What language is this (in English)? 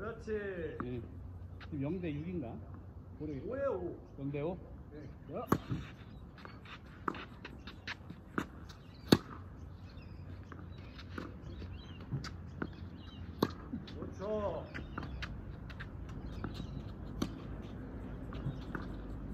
Korean